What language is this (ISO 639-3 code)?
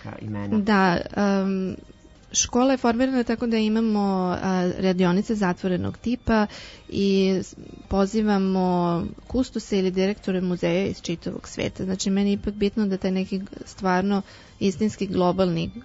srp